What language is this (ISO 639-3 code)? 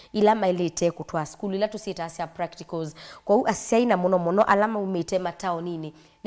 kam